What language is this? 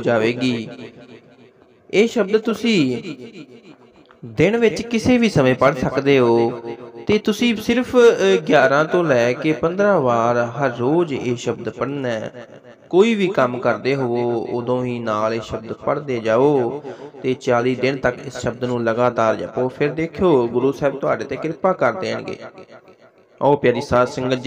Punjabi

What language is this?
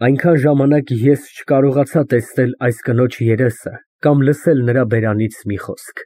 Armenian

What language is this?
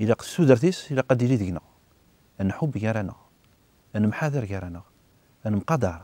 Kabyle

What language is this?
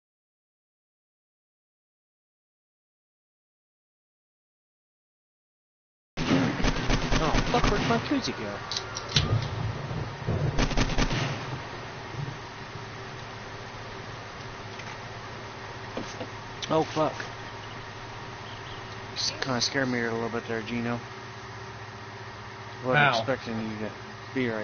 English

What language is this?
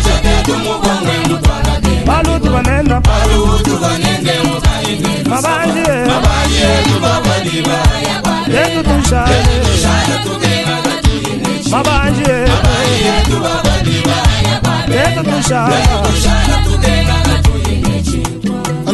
Luba-Lulua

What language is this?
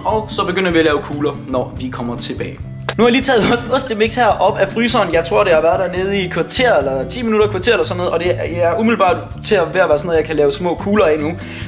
Danish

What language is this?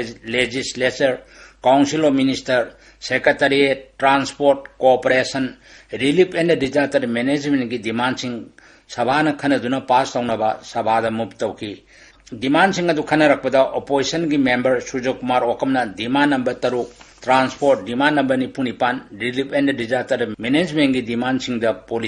Manipuri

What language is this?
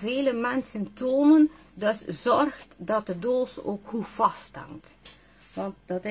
Dutch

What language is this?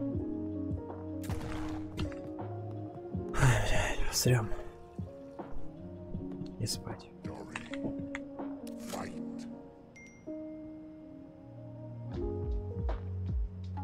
Russian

